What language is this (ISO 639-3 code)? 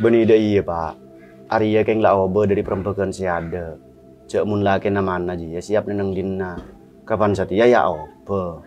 mad